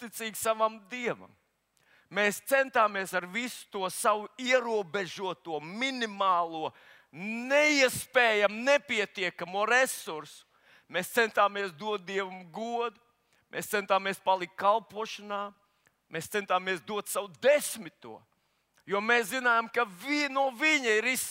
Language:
Latvian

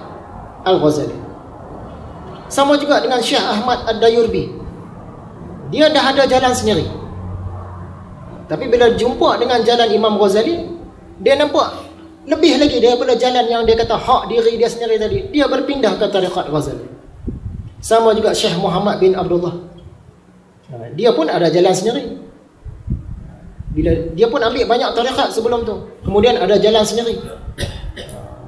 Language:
Malay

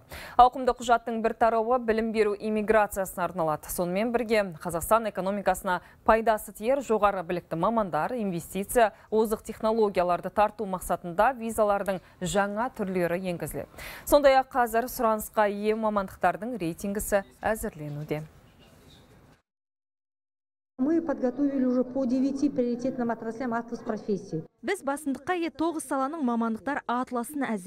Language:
Kazakh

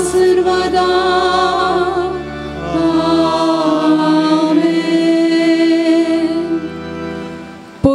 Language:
Konkani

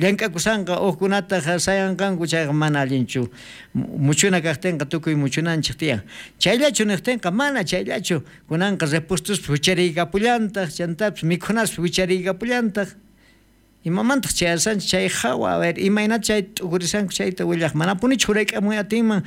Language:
South Bolivian Quechua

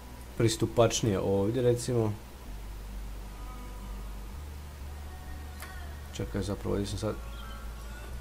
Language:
Croatian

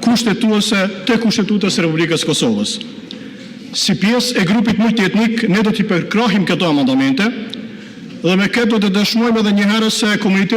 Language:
Albanian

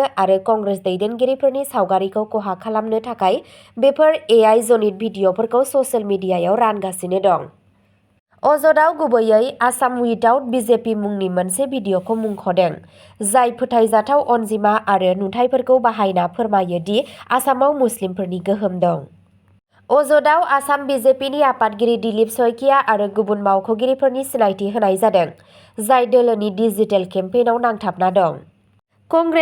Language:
Bodo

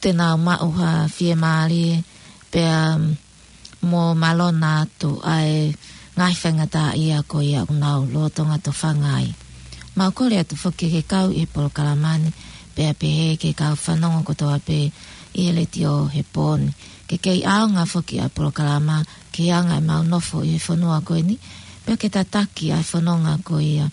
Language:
Tongan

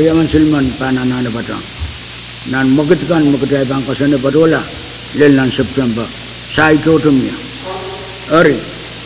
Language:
Pohnpeian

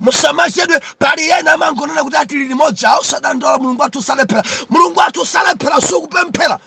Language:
Nyanja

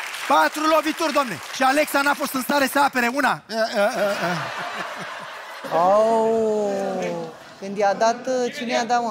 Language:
Romanian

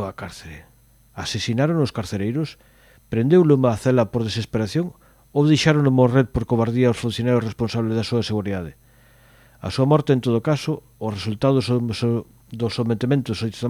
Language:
Galician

